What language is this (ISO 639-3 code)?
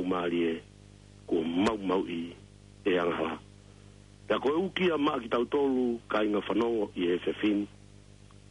ton